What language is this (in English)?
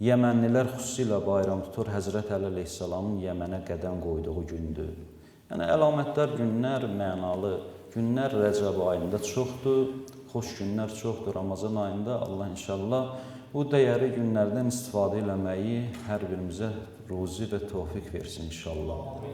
Azerbaijani